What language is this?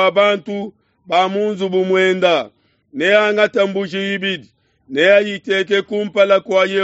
Luba-Lulua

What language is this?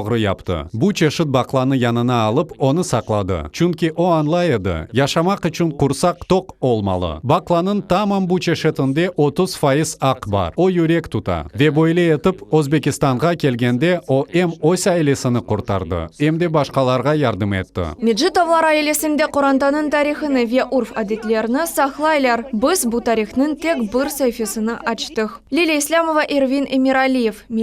Crimean Tatar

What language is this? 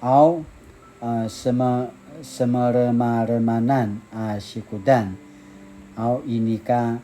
Paiwan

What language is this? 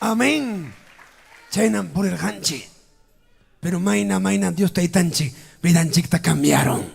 Ayacucho Quechua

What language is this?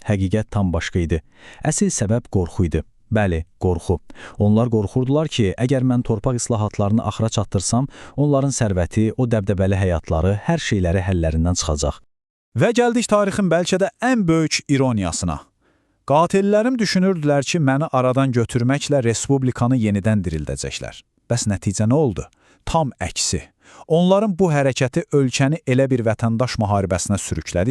Azerbaijani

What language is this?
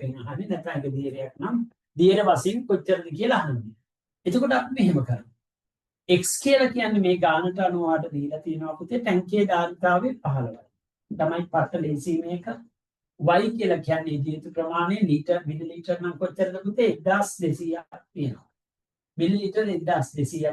Sinhala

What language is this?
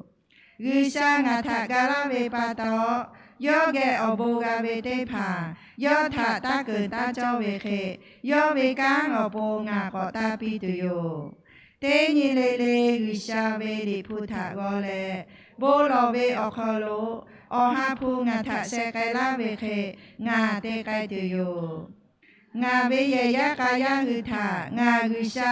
Lahu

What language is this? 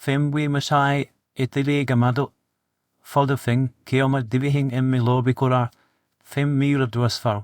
Divehi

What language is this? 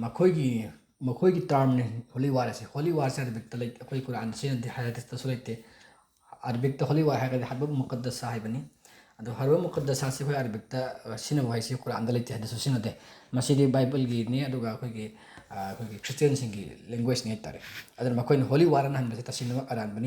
Manipuri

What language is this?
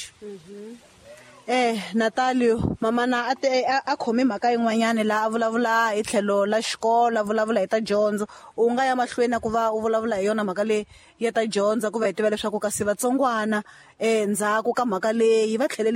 Tsonga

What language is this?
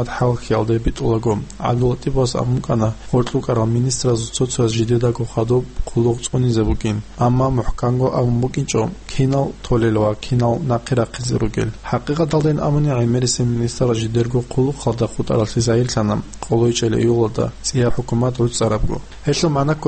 Avaric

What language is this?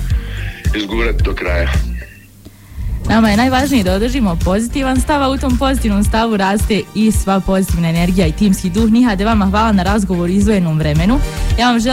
Bosnian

